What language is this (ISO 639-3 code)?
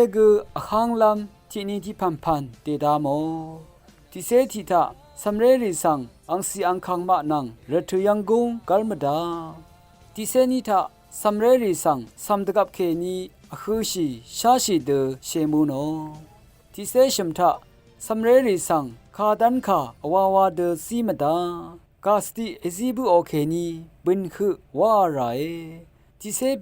raw